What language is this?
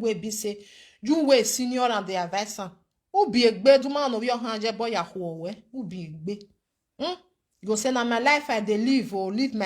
Nigerian Pidgin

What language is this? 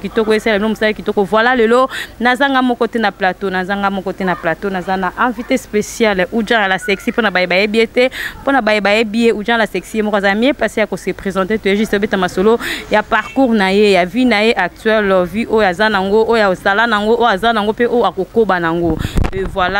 Lingala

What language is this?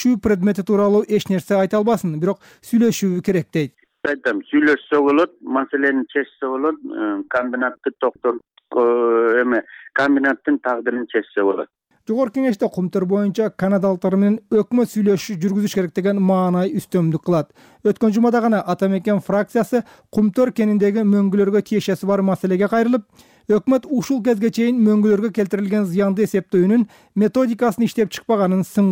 Kyrgyz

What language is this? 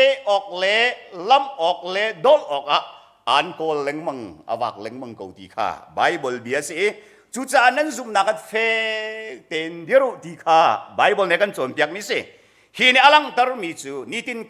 Hakha Chin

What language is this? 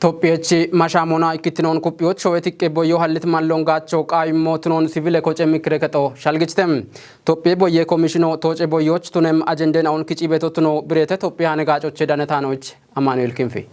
Kafa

